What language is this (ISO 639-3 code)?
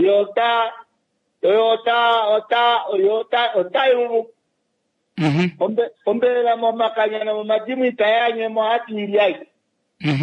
kua